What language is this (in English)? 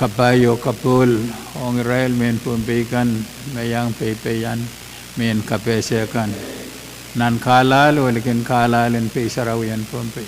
Pohnpeian